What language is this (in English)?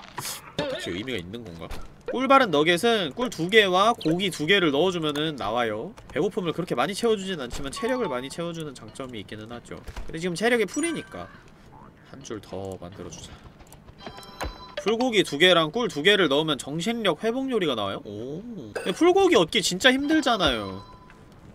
Korean